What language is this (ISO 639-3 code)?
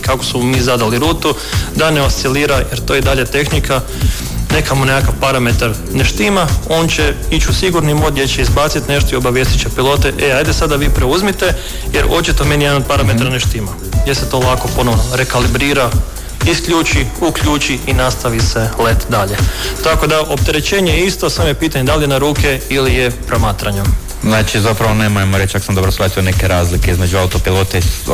hrv